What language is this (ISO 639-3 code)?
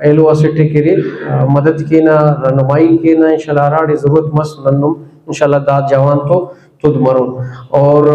brh